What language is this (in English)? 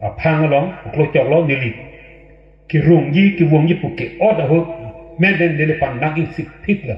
Karbi